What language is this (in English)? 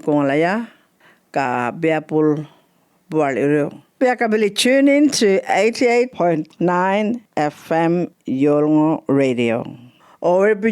Djambarrpuyngu